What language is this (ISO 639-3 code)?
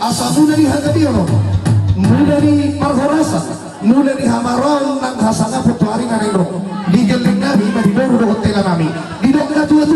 bbc